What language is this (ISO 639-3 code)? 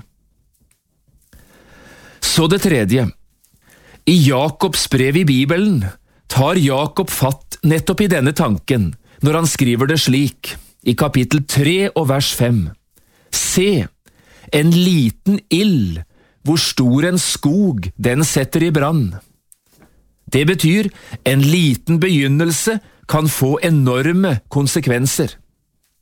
nor